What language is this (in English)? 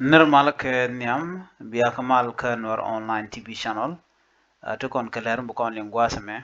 Nuer